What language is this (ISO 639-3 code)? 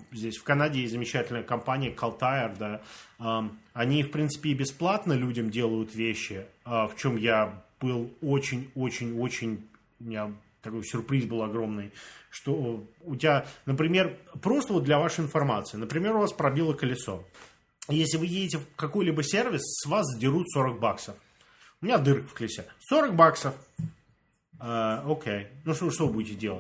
rus